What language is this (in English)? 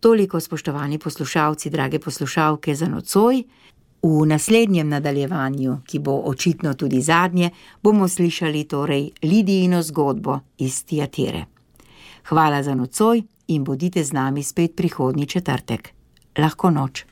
Slovenian